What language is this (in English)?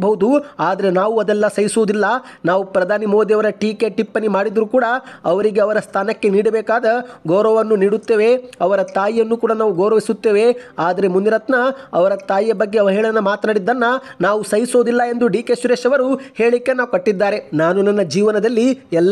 Kannada